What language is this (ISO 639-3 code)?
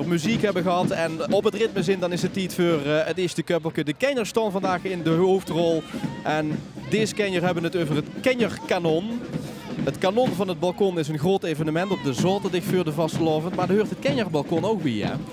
lim